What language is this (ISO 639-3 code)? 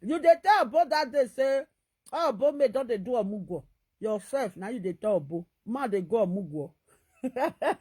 pcm